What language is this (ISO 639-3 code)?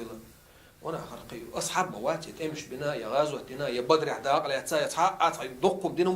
che